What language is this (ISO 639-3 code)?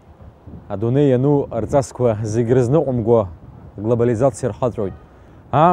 abk